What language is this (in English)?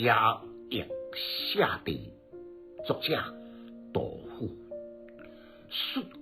Min Nan Chinese